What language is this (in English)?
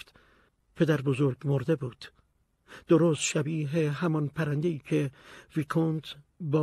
Persian